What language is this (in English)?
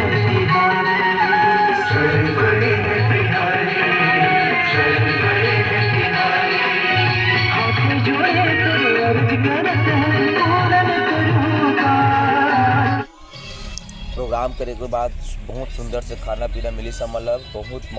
Chhattisgarhi